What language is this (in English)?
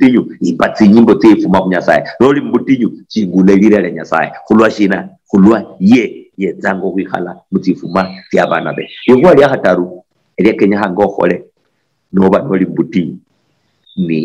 Luyia